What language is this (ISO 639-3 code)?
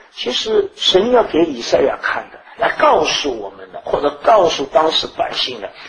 zho